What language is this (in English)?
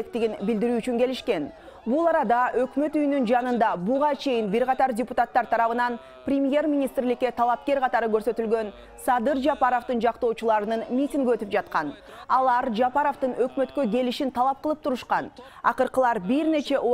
Kyrgyz